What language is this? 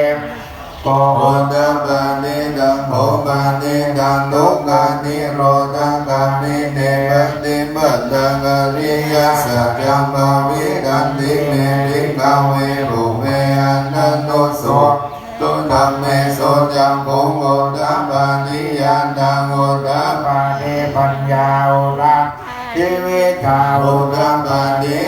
Pali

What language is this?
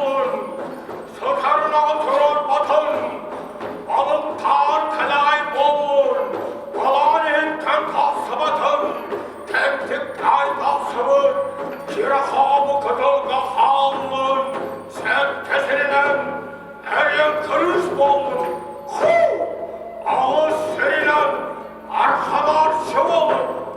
Yakut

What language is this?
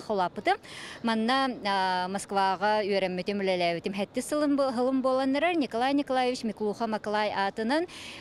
Yakut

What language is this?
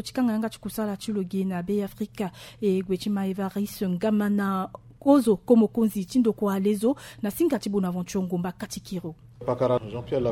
Sango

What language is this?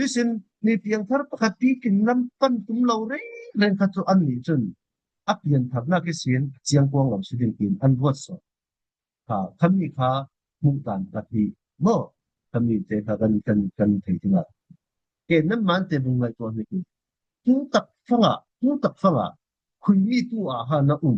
Falam Chin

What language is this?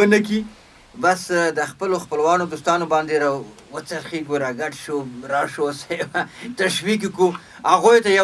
Pashto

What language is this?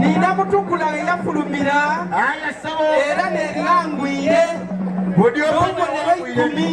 Soga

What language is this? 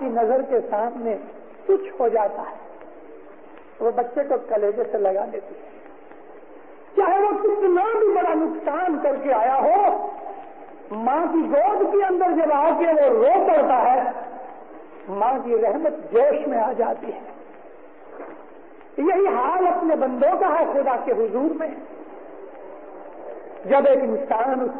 Urdu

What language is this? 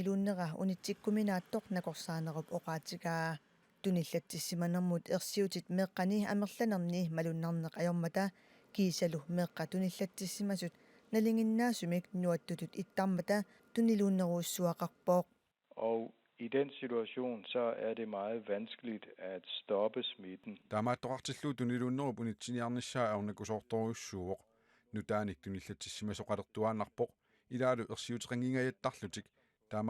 Kalaallisut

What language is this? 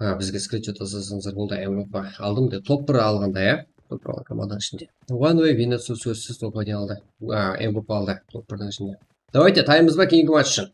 Kara-Kalpak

